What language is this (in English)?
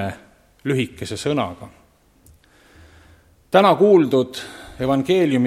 Estonian